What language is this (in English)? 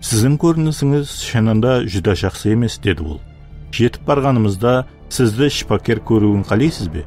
Kara-Kalpak